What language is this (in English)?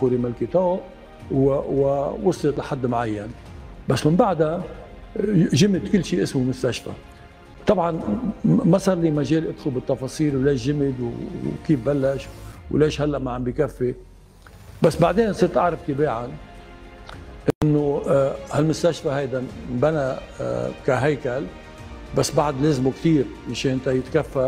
North Levantine Arabic